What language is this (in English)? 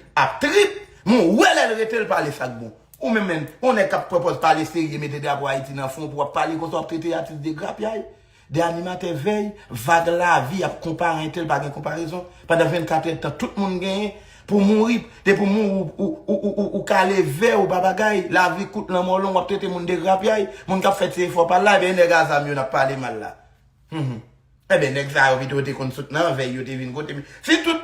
Haitian Creole